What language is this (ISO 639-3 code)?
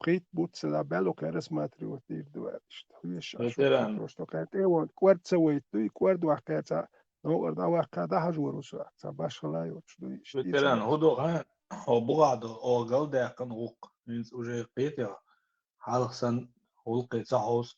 che